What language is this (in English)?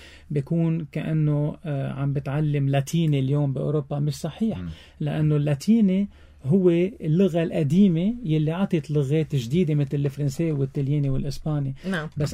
North Levantine Arabic